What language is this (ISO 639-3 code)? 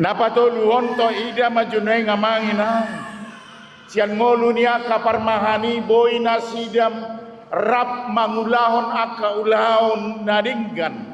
bbc